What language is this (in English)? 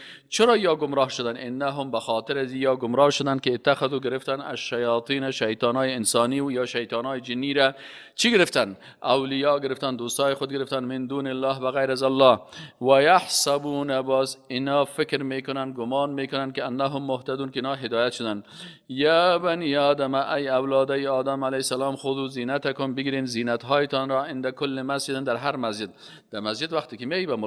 Persian